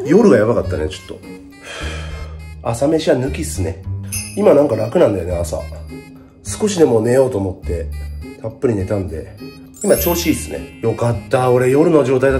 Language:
Japanese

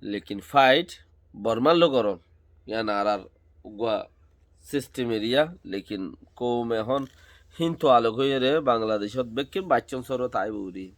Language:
Rohingya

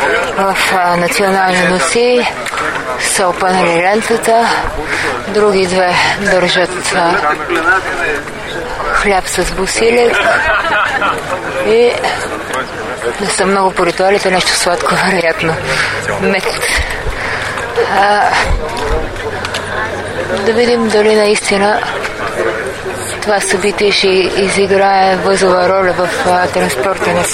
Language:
Bulgarian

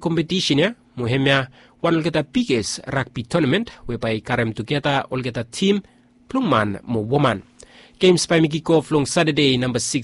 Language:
Bislama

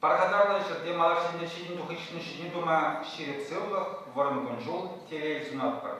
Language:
Chuvash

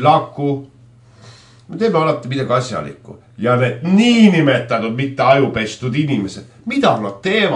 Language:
Estonian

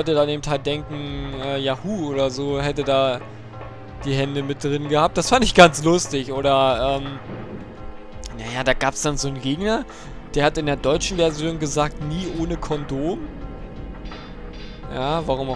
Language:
German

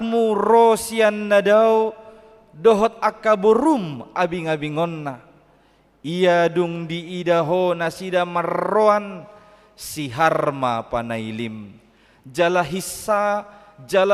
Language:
Batak Toba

